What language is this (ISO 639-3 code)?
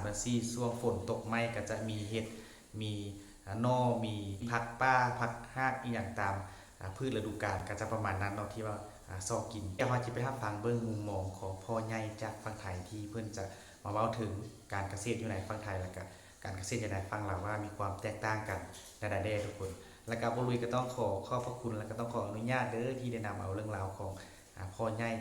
lao